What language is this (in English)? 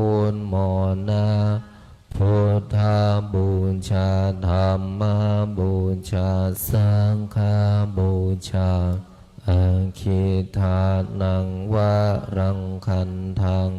Pali